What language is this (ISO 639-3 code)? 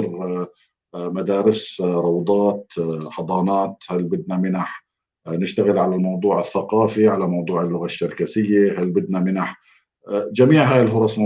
apc